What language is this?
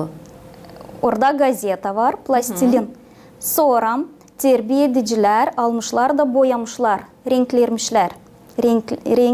Gagauz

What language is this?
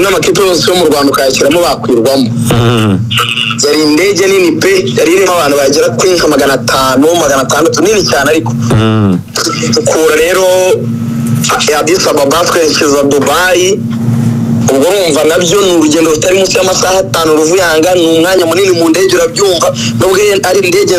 Kinyarwanda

